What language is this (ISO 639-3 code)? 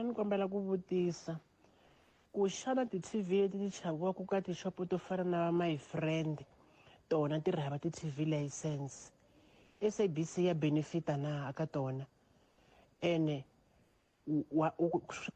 tso